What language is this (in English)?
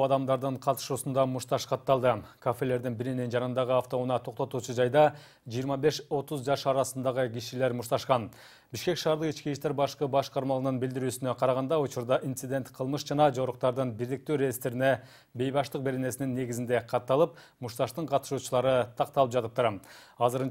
Kyrgyz